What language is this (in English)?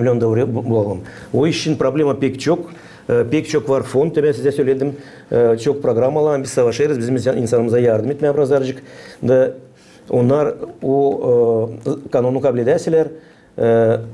Gagauz